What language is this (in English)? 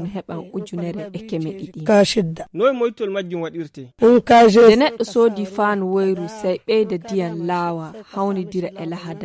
Nigerian Fulfulde